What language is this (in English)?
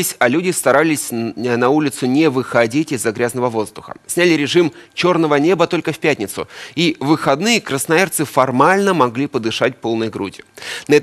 Russian